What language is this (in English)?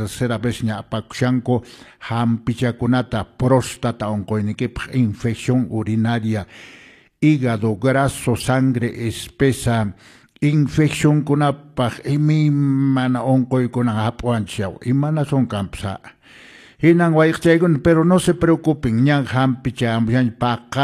Quechua